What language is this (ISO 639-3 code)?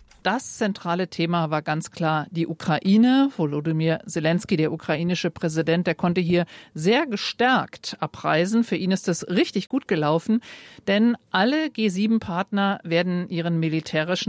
deu